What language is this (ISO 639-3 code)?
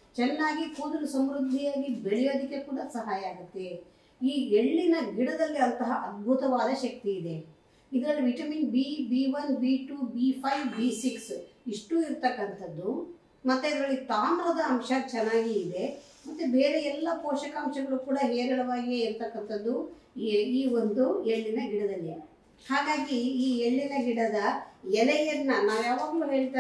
kan